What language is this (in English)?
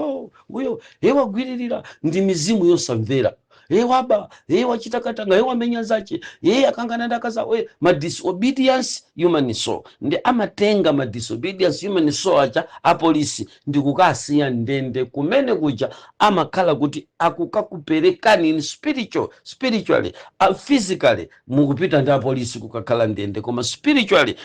Nyanja